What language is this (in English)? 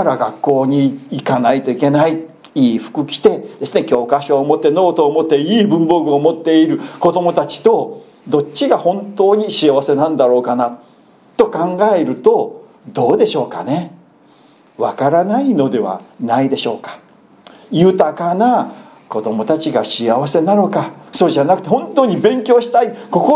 Japanese